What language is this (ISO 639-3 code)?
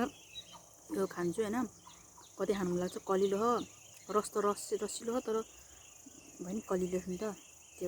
nep